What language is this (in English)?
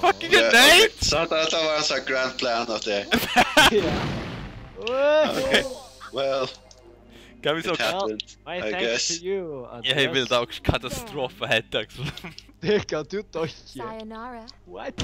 Faroese